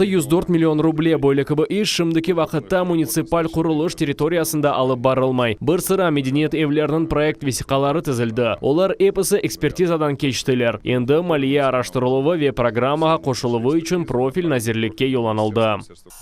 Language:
Crimean Tatar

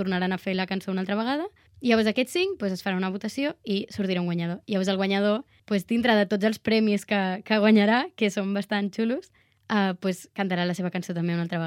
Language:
Catalan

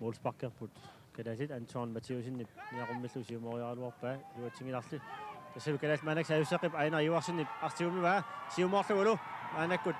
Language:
Kalaallisut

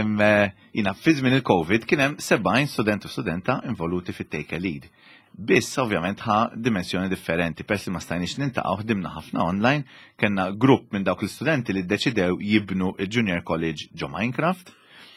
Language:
Maltese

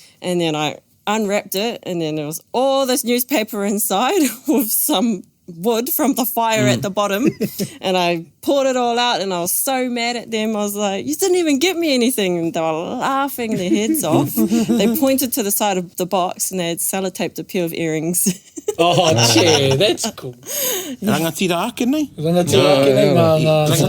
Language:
Māori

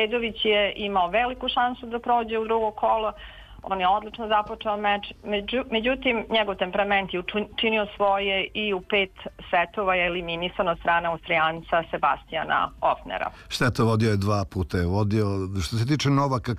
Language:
Serbian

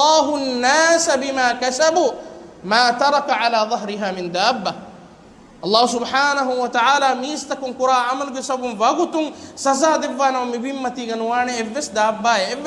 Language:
Divehi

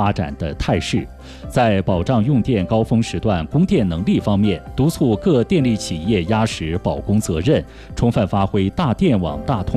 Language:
Chinese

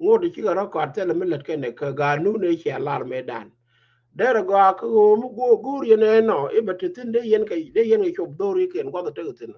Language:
Nuer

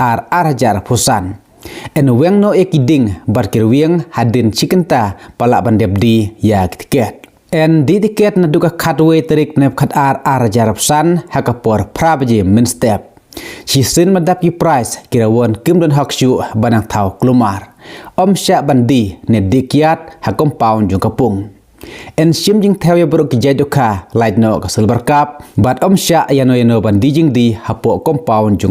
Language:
Khasi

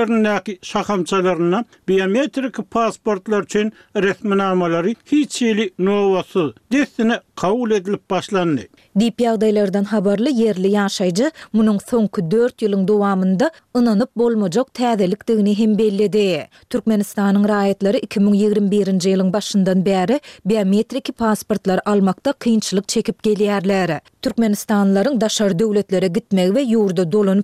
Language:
Turkmen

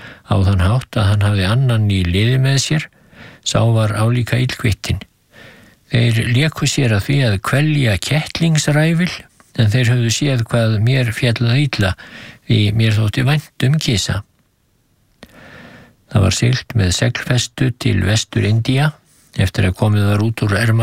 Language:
Icelandic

